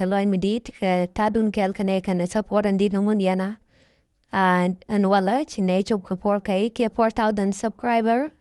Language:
Nuer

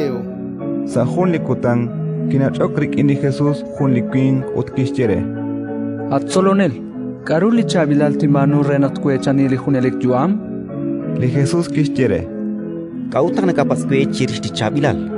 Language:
Kekchí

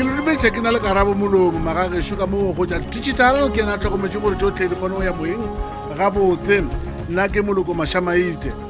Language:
Northern Sotho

